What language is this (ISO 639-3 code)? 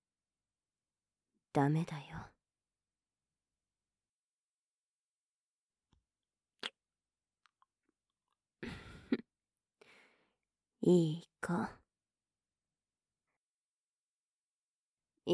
jpn